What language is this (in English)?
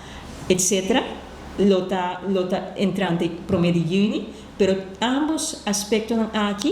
Papiamento